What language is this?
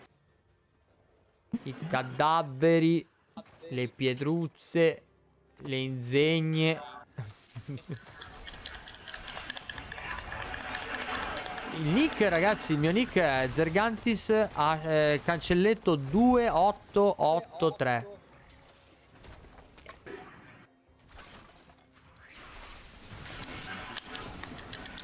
Italian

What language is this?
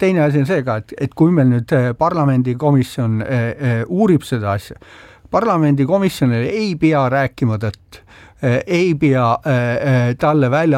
Estonian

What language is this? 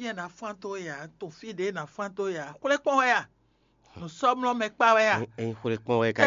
Fon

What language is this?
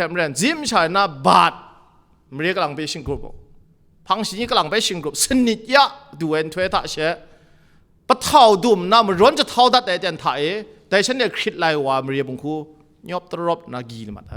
Kachin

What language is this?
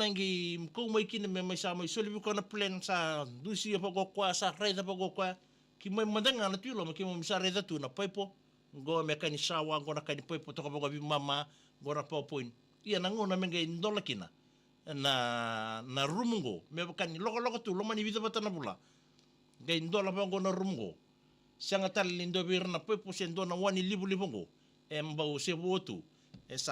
Fijian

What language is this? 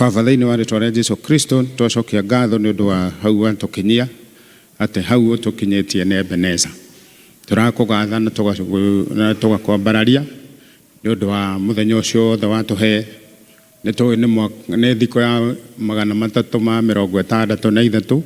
Kikuyu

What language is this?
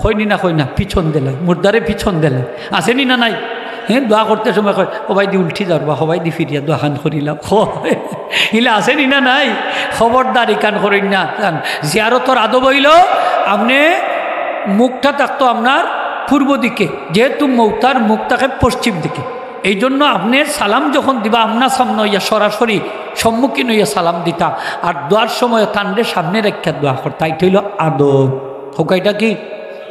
Sylheti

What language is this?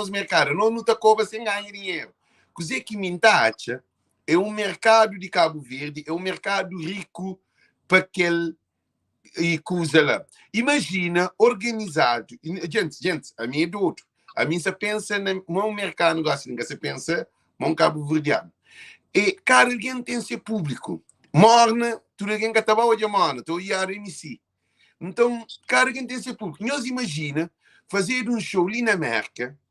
Kabuverdianu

